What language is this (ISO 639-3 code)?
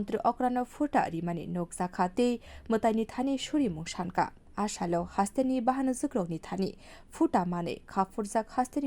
trp